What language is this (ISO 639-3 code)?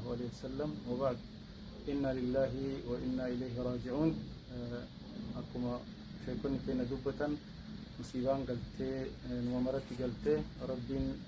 orm